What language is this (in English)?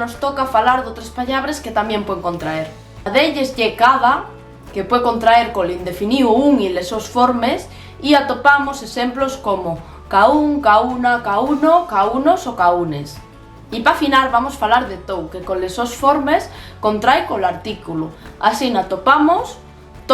Asturian